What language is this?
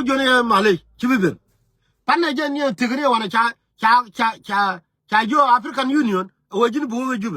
Nuer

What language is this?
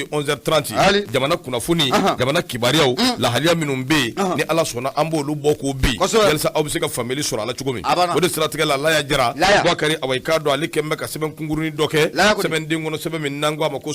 Bambara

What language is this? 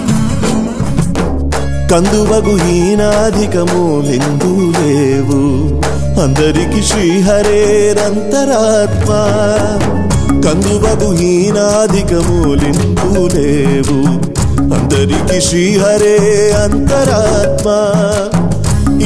Telugu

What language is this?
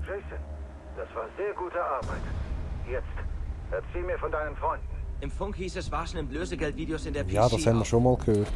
Swiss German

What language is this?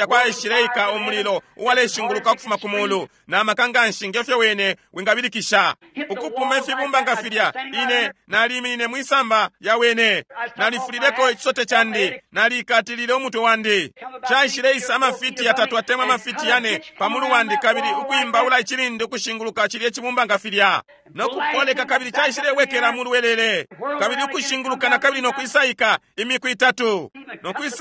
Bemba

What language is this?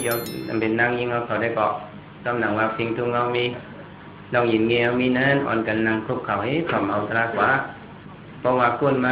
Shan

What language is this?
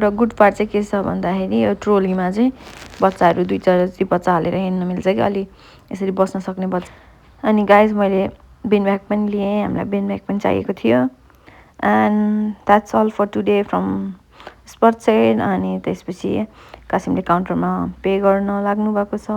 Nepali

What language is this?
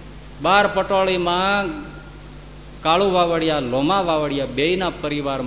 Gujarati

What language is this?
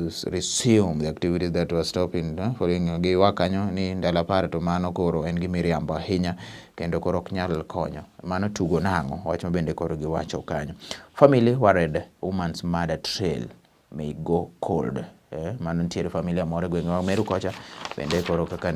Luo (Kenya and Tanzania)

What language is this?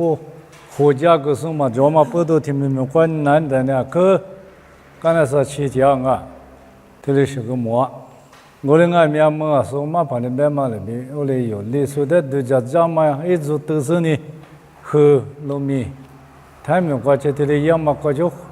Lisu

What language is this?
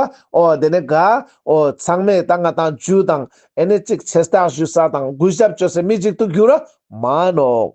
Ladakhi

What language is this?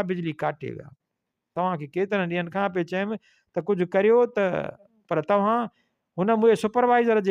Sindhi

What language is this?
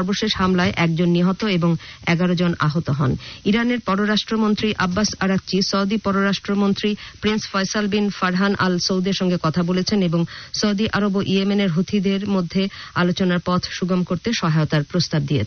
Bangla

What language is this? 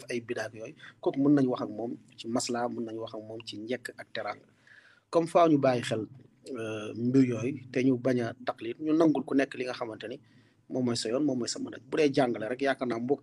Wolof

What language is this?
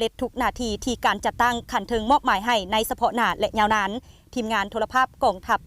Lao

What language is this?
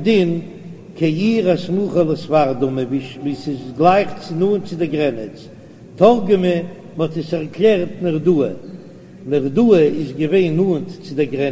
Yiddish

